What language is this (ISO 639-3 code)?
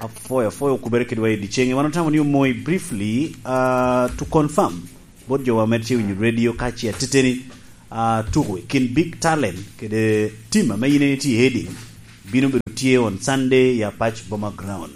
laj